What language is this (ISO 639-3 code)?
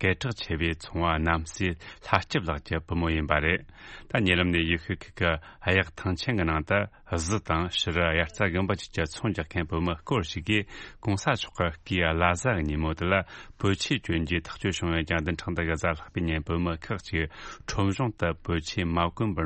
bod